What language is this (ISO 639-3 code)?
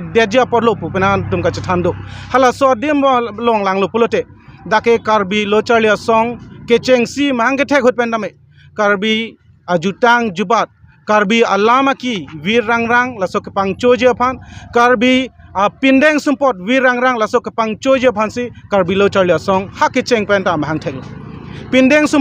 mjw